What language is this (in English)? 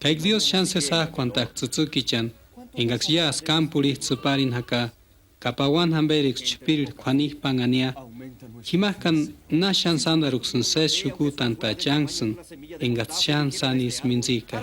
Purepecha